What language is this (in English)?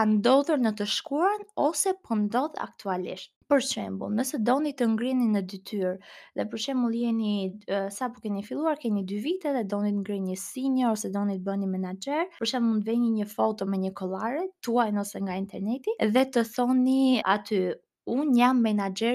Albanian